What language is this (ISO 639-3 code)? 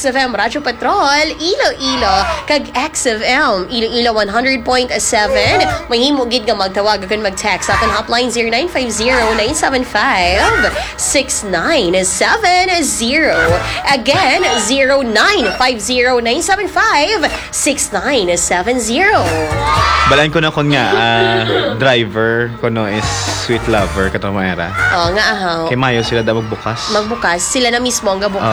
hil